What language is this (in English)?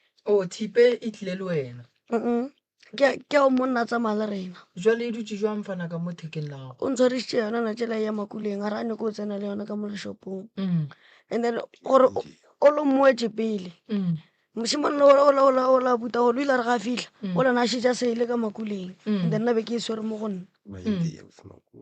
Northern Sotho